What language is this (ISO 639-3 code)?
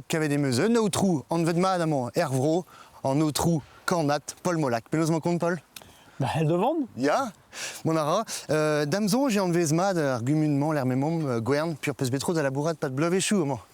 bre